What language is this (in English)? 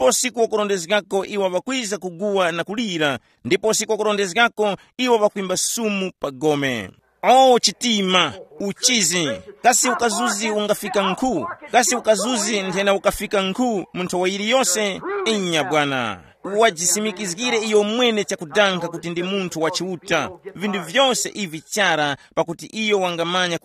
Tumbuka